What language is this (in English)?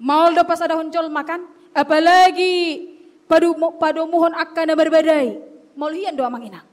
Batak Toba